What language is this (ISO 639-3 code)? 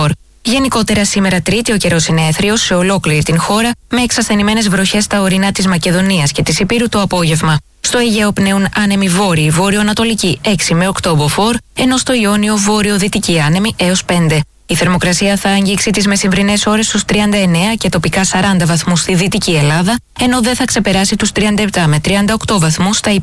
ell